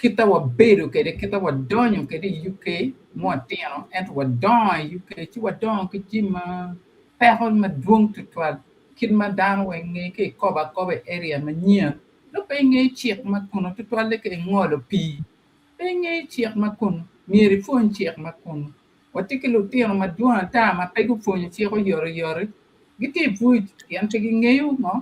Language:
Acoli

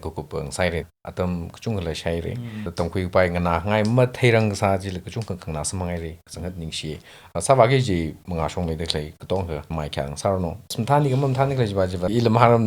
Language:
Tangkhul Naga (India)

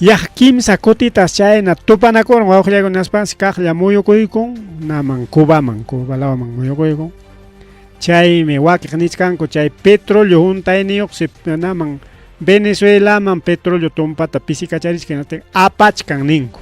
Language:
Ayacucho Quechua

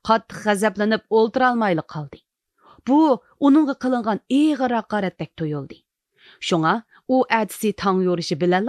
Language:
Uyghur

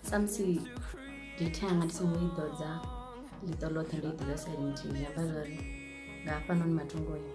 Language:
Venda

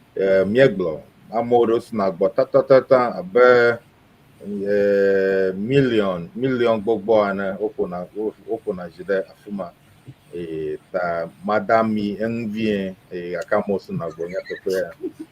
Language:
Ewe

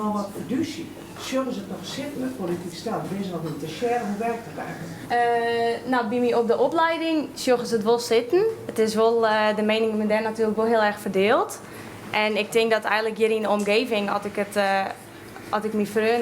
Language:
Western Frisian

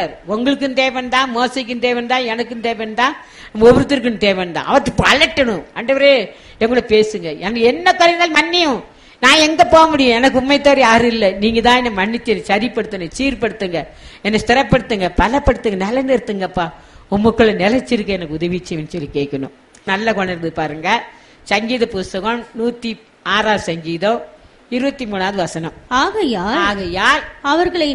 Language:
Tamil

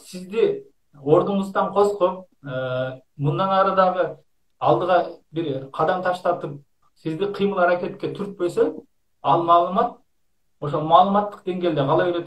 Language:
Kyrgyz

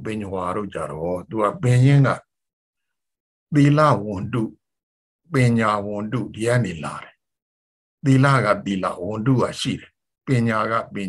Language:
Burmese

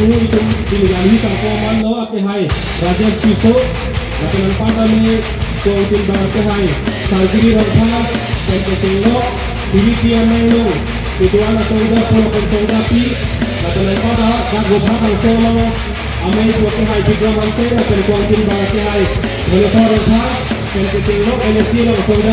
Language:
Karbi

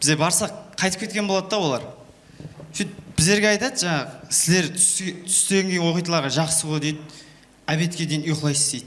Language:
Kara-Kalpak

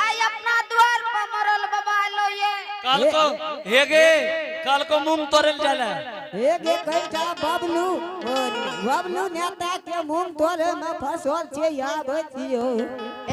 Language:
Angika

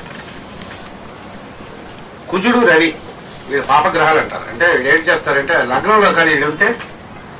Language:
Telugu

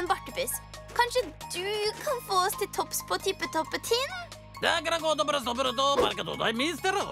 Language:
Norwegian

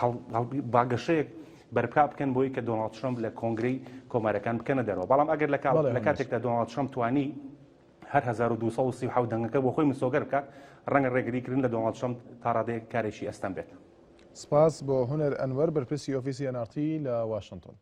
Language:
Central Kurdish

